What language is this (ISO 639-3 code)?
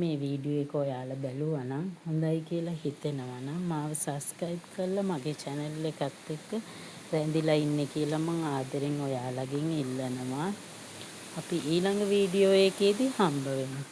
sin